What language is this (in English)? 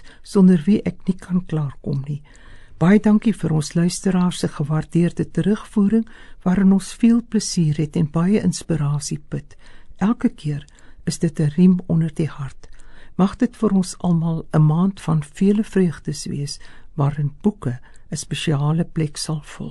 Afrikaans